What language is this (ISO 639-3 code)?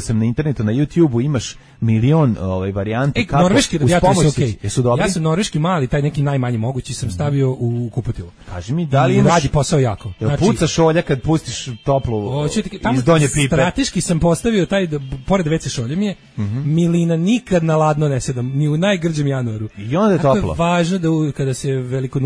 srp